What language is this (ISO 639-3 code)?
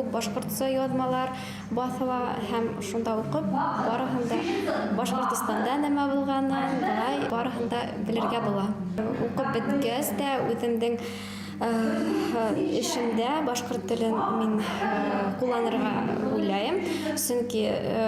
bak